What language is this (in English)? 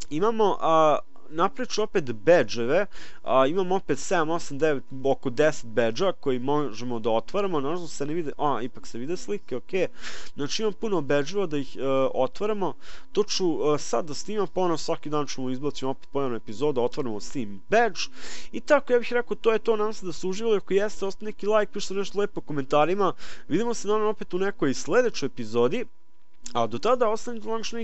Serbian